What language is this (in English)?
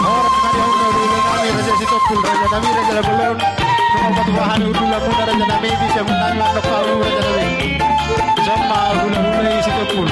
Batak Toba